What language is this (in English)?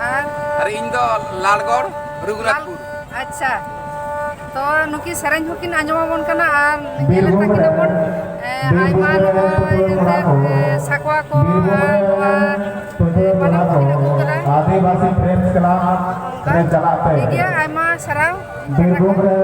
Santali